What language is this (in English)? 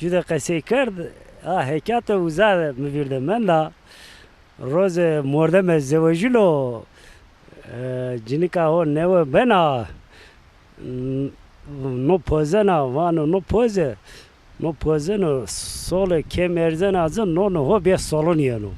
Zaza